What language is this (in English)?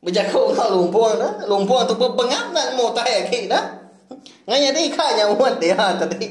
Iban